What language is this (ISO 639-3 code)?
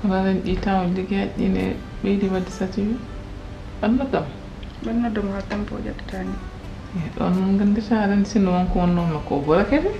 ful